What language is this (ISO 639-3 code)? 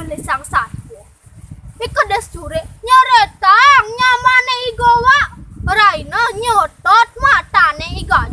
ban